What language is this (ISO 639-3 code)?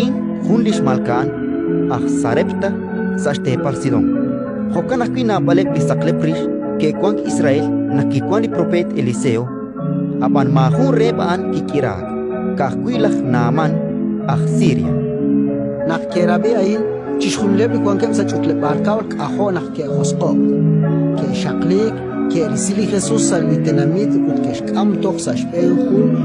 kek